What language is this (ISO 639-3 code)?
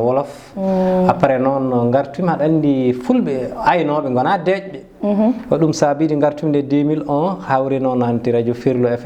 ful